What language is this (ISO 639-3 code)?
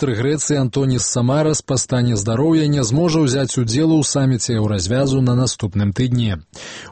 bel